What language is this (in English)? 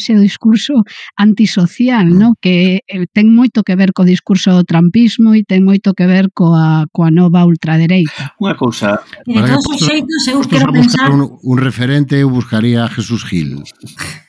Galician